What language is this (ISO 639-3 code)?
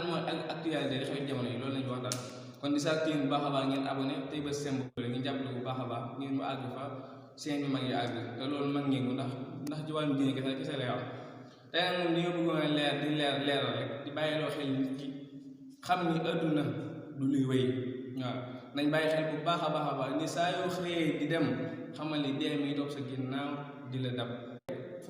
wol